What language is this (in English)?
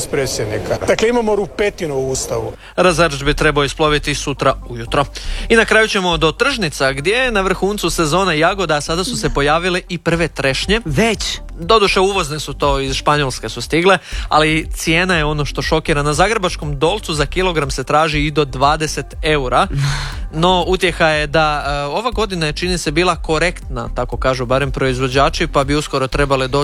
Croatian